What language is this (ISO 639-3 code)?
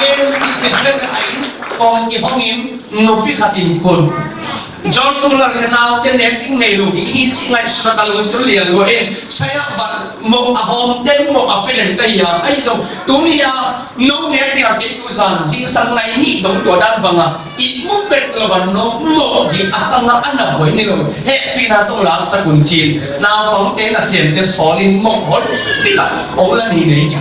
ctd